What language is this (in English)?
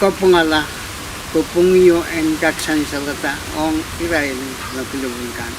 Pohnpeian